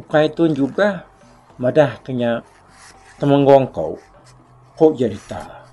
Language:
Iban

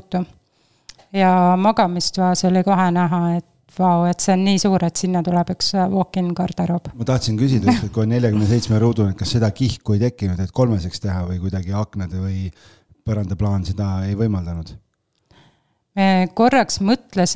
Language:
Estonian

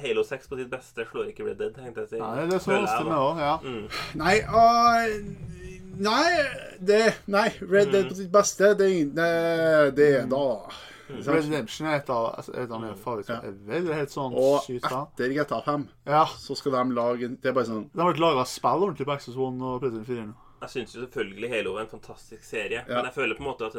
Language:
Norwegian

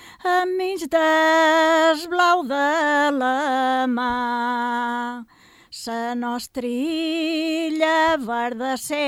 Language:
Catalan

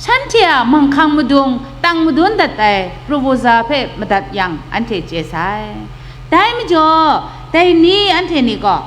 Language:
Kachin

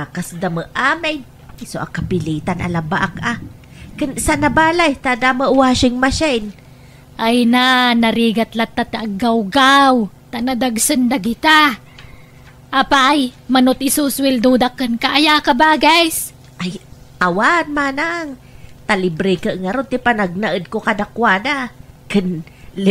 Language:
Iloko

